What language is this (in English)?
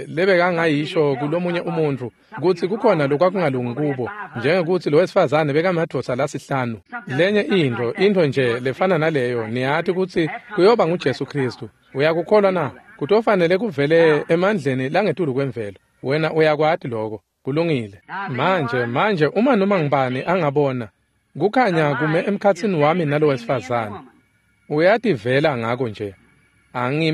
Swati